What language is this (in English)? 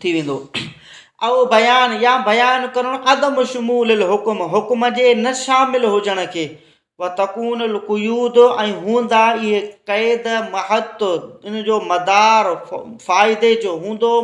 Sindhi